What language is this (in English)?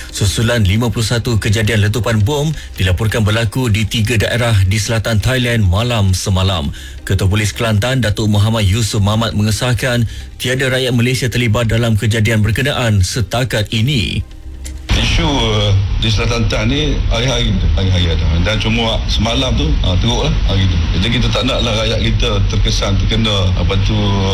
Malay